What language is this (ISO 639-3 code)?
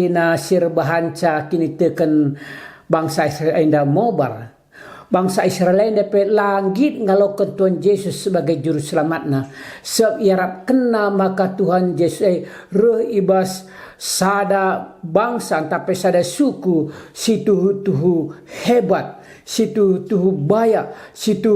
btx